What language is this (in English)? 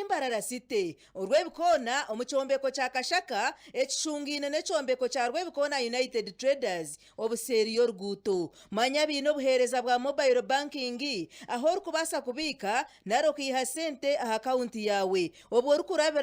Nyankole